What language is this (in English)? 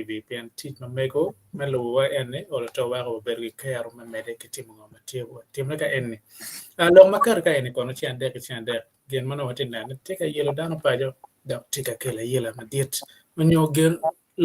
Acoli